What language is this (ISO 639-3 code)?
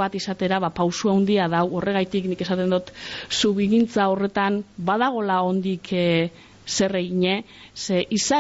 eus